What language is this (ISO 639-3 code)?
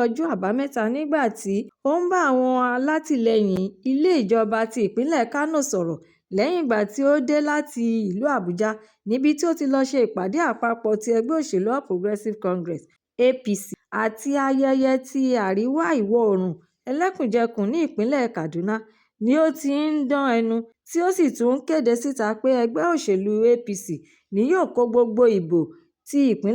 yor